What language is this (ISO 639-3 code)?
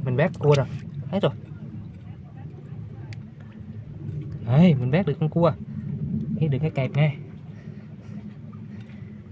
vie